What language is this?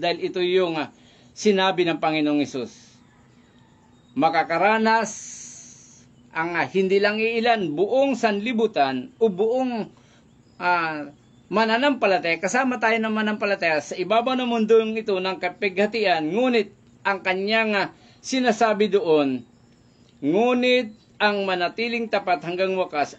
Filipino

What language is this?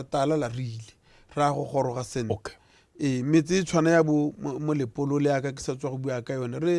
Tswana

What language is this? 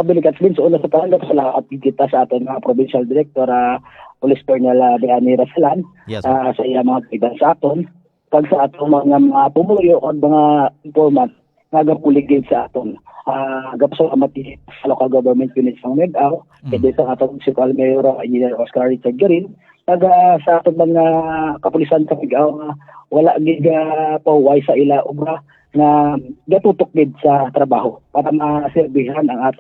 Hiligaynon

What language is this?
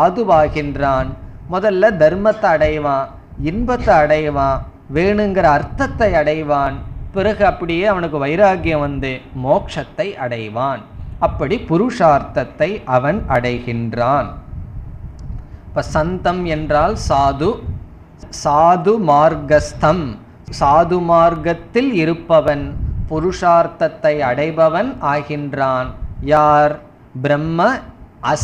Tamil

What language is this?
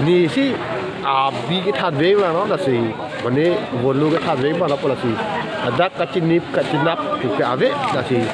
Karbi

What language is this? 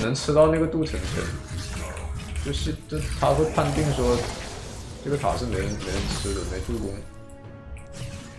Chinese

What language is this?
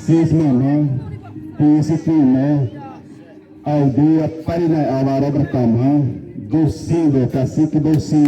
Xavánte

